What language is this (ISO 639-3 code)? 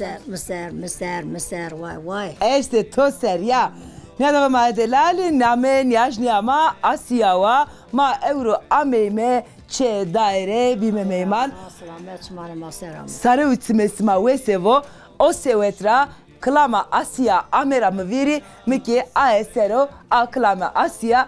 zza